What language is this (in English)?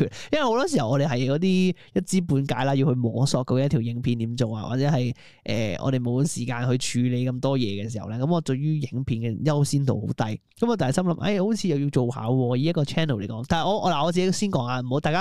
Cantonese